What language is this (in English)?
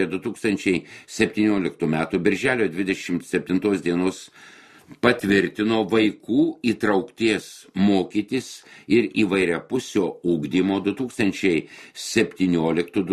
Lithuanian